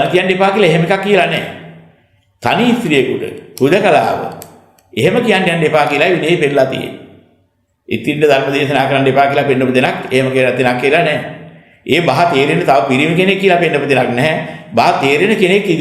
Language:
Sinhala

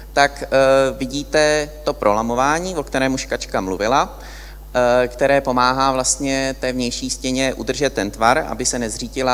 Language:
Czech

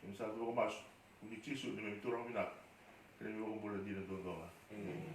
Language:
Fijian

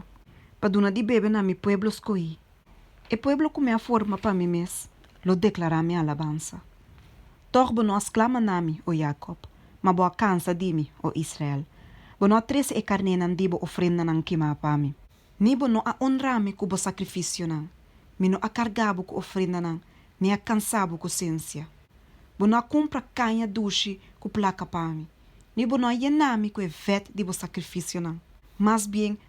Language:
Papiamento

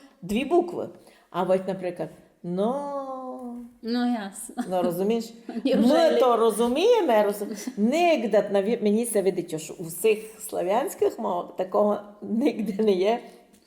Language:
Rusyn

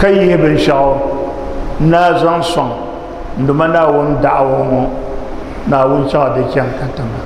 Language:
Dagbani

